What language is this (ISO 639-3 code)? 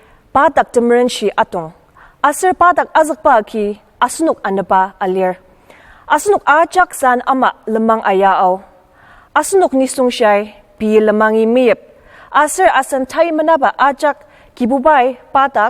njo